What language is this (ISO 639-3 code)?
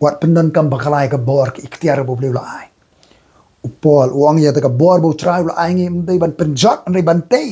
kha